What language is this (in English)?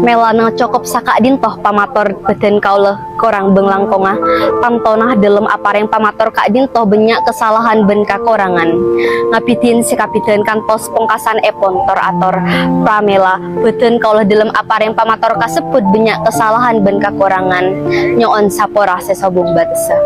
Madurese